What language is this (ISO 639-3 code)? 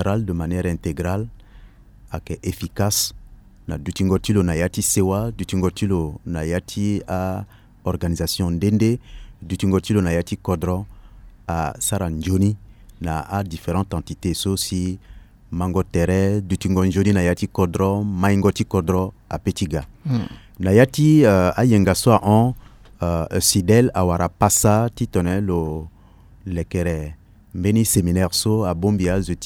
sag